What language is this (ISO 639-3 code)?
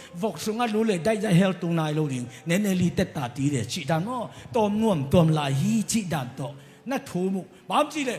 ctd